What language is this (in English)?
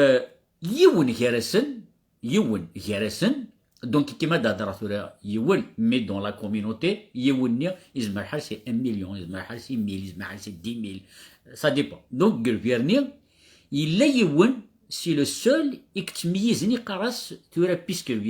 Kabyle